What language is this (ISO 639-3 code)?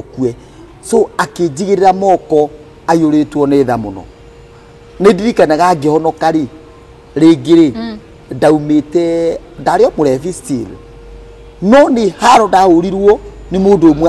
kik